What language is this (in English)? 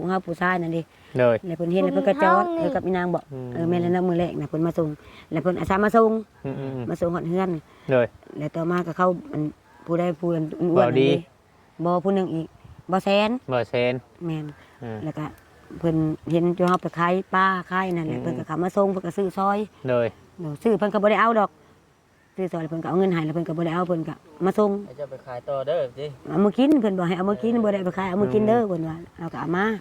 Northeastern Thai